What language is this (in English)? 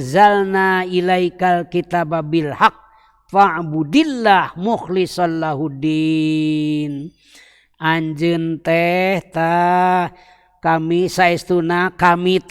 Sundanese